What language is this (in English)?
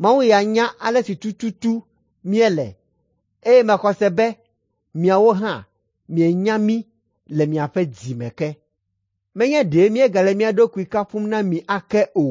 Ewe